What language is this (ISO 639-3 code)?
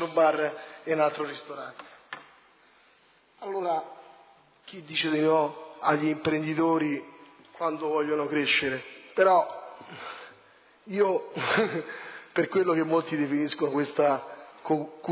ita